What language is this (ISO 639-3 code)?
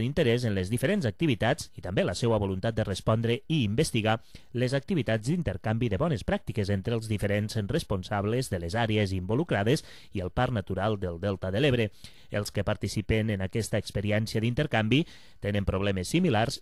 cat